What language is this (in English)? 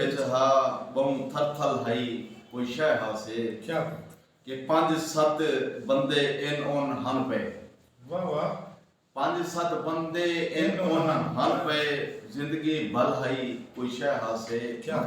Saraiki